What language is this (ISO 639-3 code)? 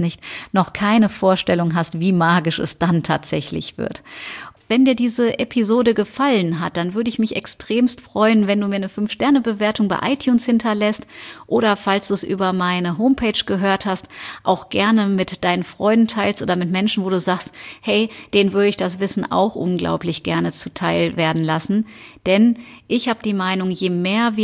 deu